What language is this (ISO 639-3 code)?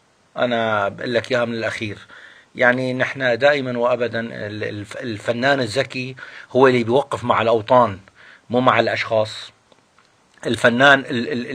apc